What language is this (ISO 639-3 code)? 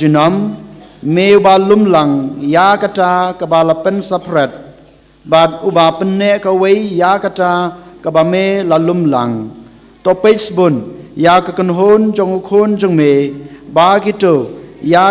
kha